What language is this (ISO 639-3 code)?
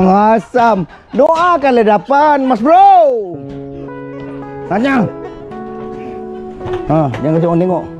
msa